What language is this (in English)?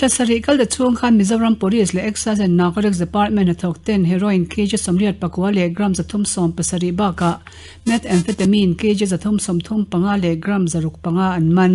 Mizo